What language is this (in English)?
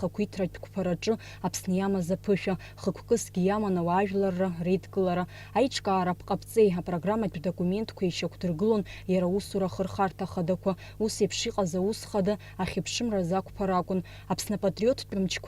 Abkhazian